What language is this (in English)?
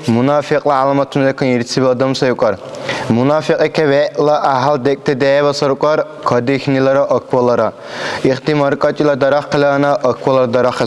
Dargwa